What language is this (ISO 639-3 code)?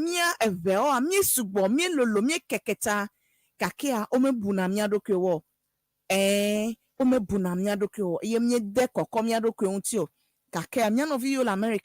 ewe